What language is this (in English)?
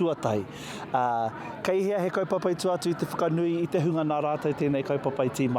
Māori